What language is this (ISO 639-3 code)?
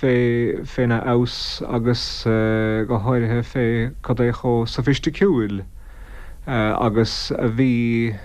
gle